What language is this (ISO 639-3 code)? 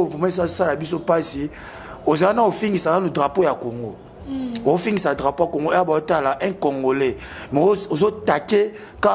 lin